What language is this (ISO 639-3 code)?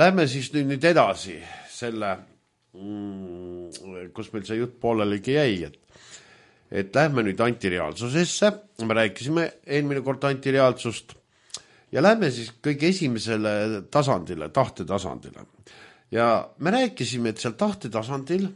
est